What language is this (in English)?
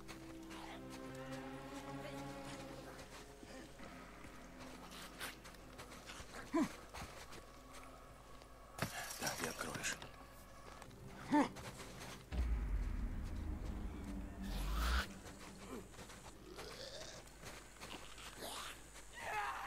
Russian